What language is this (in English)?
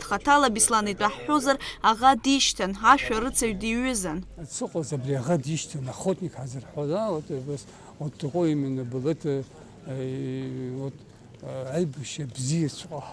Abkhazian